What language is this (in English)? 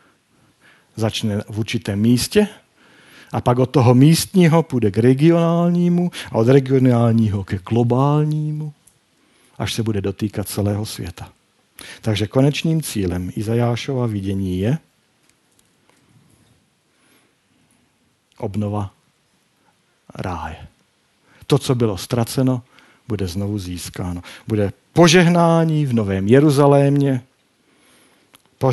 Czech